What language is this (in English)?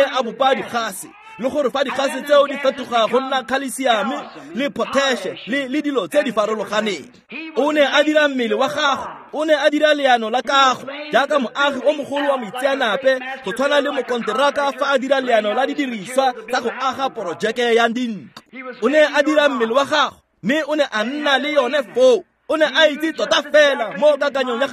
Tswana